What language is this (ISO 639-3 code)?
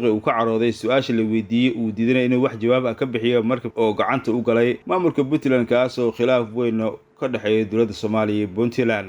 som